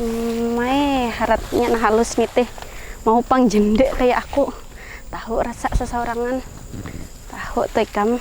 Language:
Banjar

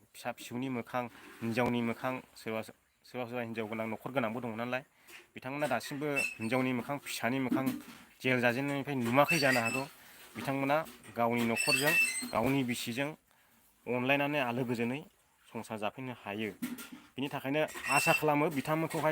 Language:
Bodo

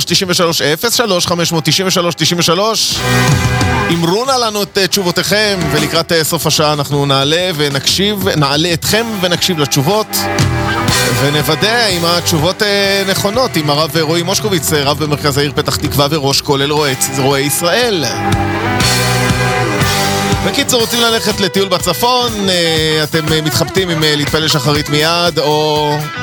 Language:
Hebrew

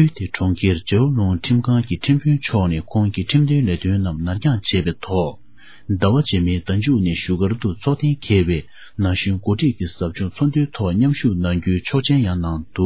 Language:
Tibetan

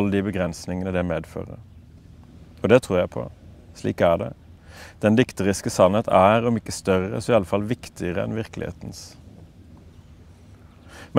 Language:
Norwegian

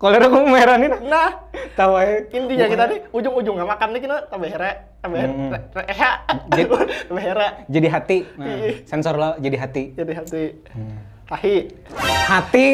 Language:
Banjar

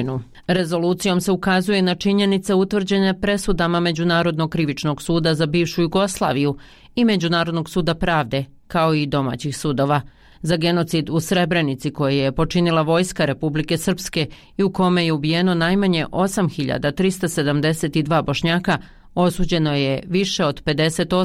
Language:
Bosnian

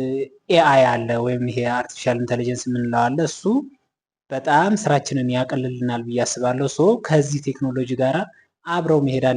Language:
Amharic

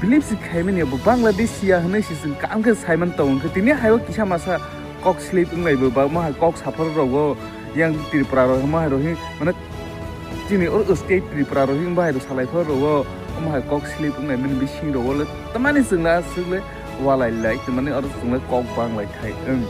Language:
Kok Borok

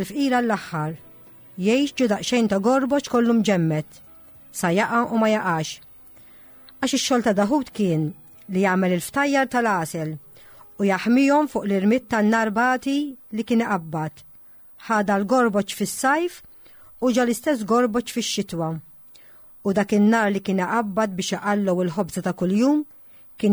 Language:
Maltese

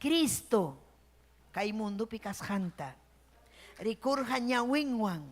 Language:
Ayacucho Quechua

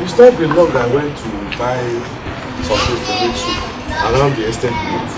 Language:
Nigerian Pidgin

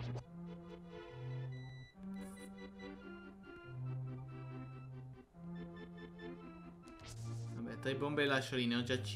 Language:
Italian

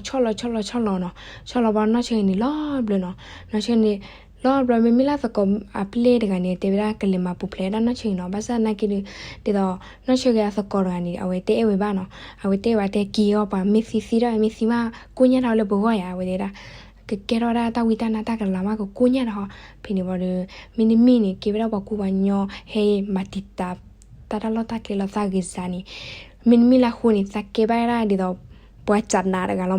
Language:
S'gaw Karen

